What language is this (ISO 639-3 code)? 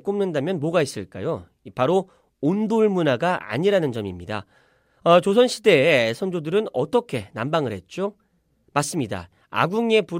kor